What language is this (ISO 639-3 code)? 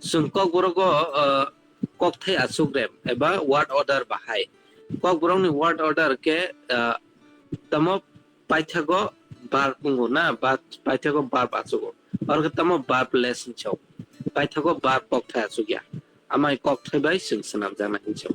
trp